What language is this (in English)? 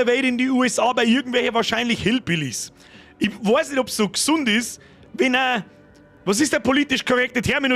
Bavarian